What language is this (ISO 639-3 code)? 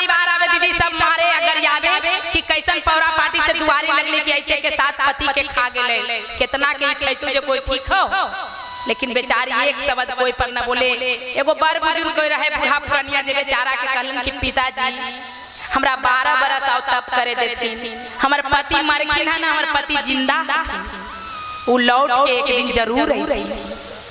mag